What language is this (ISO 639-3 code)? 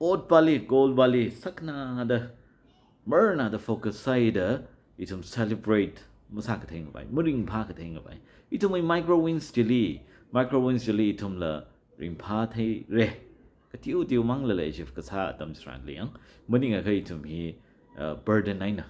nmf